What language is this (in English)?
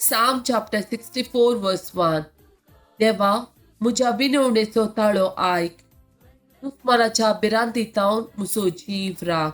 Konkani